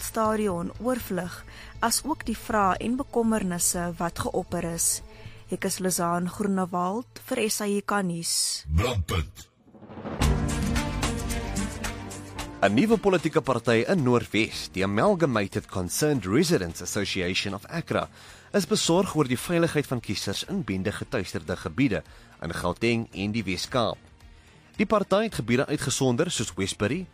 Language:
Afrikaans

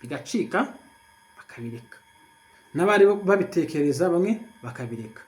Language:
Kinyarwanda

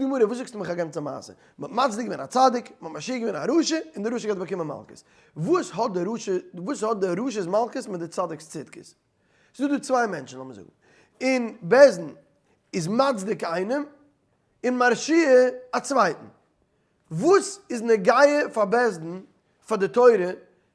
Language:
Yiddish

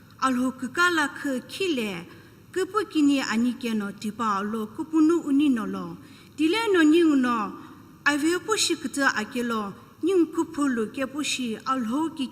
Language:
Sumi Naga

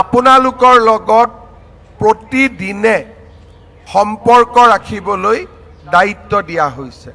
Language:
Assamese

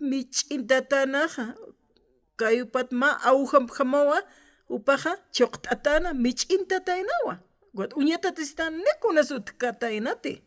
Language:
Aymara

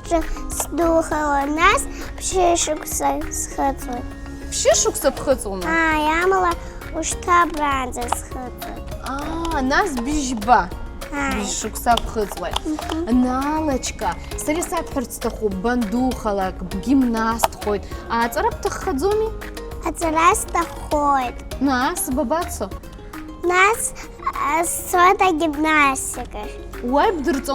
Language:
Abkhazian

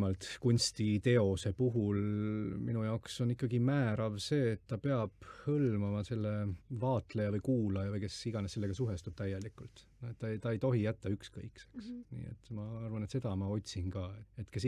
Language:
Estonian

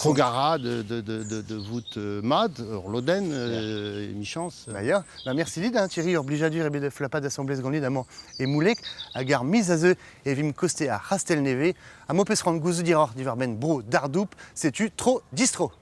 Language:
Breton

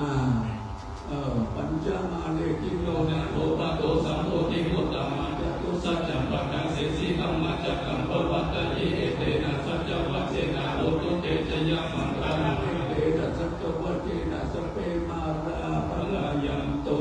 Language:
Pali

